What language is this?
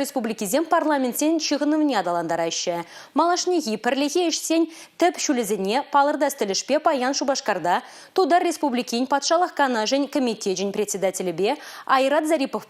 Chuvash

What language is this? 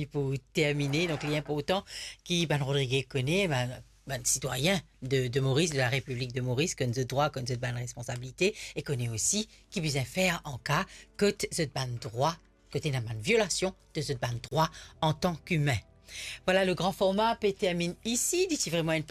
Morisyen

